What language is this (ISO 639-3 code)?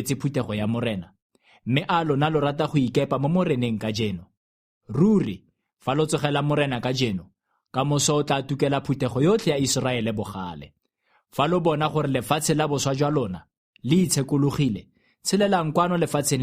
tsn